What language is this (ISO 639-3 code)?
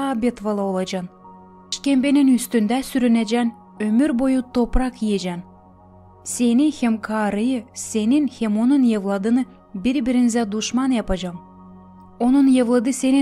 gag